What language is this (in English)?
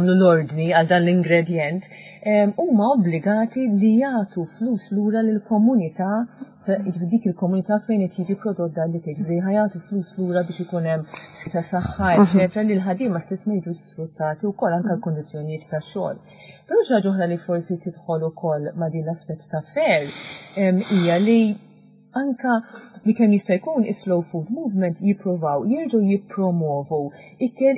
Maltese